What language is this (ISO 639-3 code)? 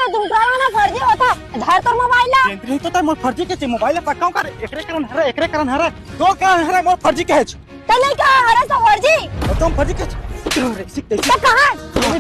hne